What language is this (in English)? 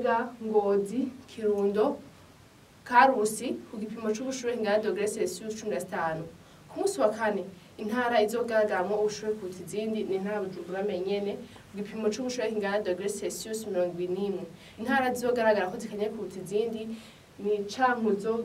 Rundi